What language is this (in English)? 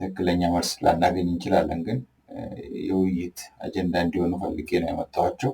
Amharic